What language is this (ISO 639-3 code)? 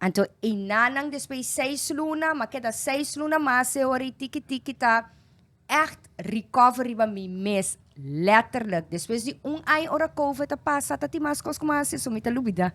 pap